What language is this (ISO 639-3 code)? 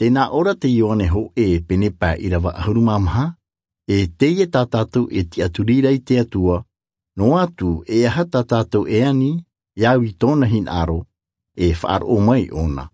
tah